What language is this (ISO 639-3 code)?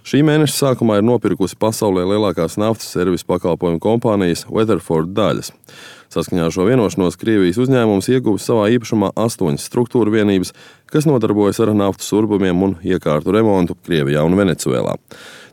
lav